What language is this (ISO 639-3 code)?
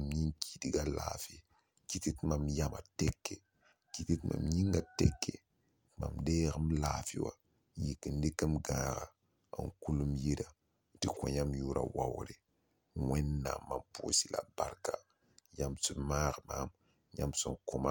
mos